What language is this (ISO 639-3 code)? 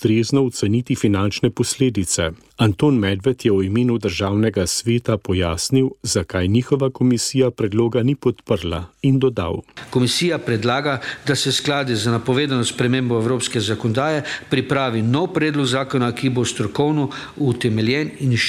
slv